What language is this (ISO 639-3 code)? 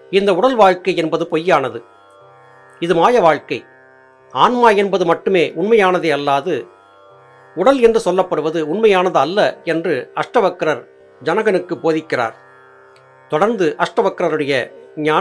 tam